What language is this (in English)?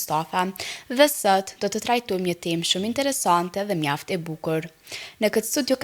Albanian